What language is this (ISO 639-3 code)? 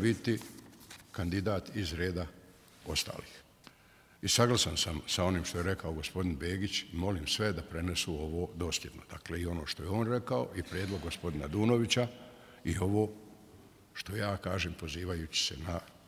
bos